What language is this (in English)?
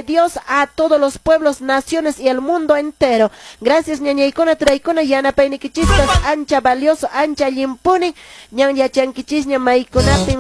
Quechua